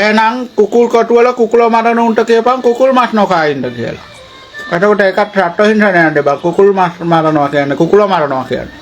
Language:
Sinhala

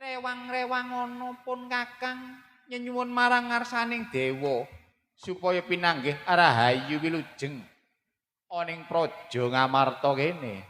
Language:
Javanese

